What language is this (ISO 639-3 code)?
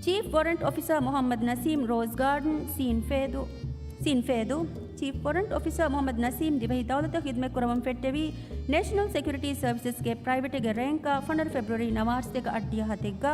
div